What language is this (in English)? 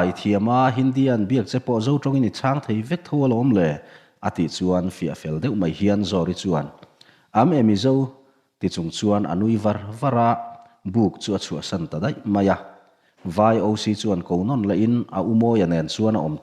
Mizo